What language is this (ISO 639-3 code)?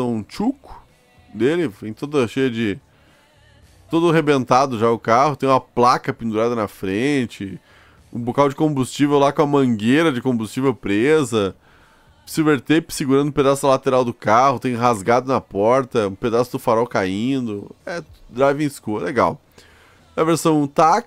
por